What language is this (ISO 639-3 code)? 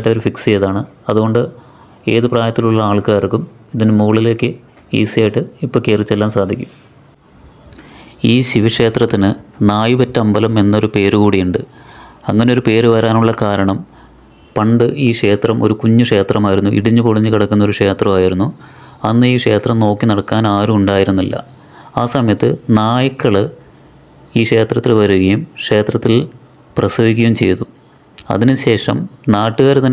mal